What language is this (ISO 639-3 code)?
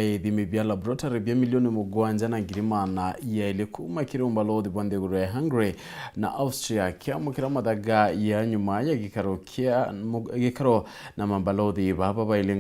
mer